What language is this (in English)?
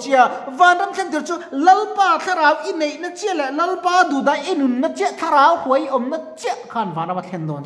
Mizo